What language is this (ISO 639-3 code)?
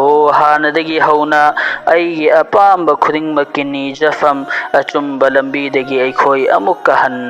mni